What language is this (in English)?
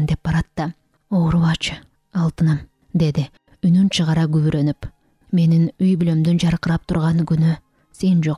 Kyrgyz